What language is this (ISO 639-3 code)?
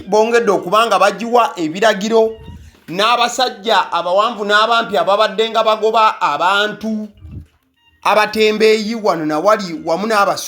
lug